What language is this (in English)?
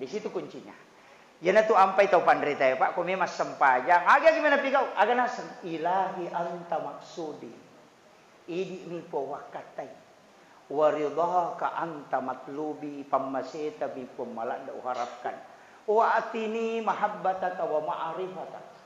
Buginese